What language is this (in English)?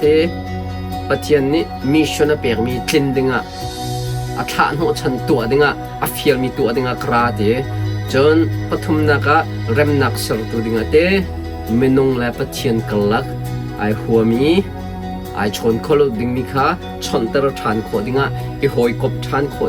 Hakha Chin